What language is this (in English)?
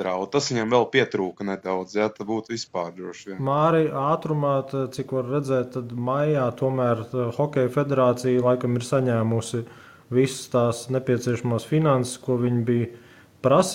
Latvian